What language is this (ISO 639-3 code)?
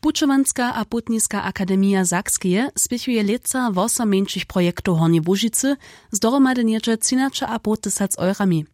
hsb